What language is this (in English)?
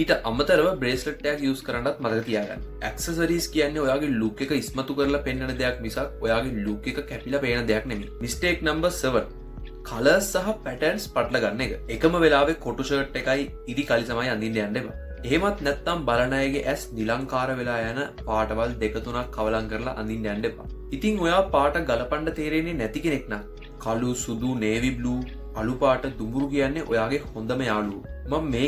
Sinhala